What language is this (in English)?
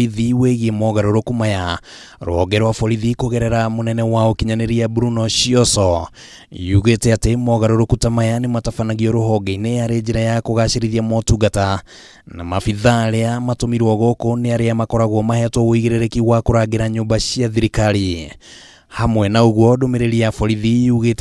Kikuyu